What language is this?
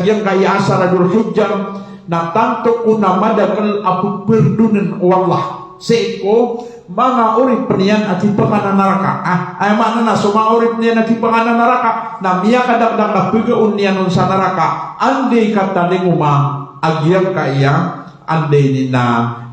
Maranao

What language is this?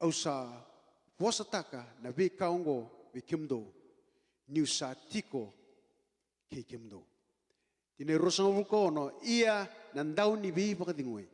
Fijian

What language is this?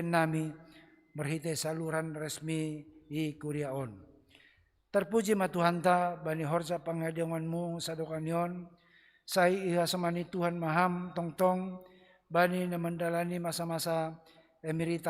Batak Simalungun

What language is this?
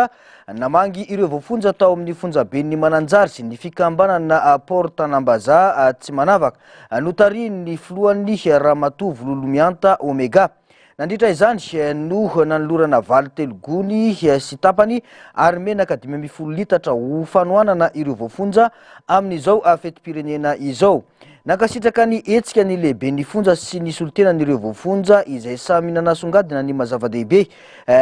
Malagasy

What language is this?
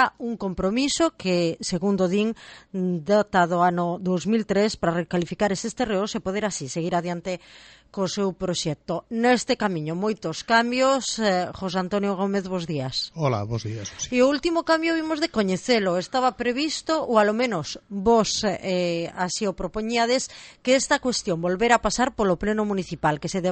Galician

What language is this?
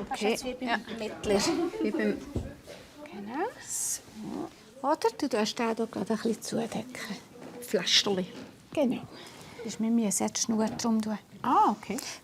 Swiss German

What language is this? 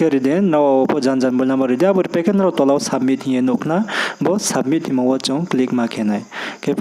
Riang (India)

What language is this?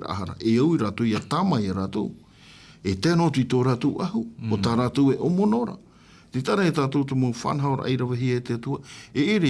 Tahitian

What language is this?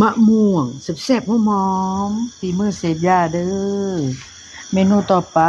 Northeastern Thai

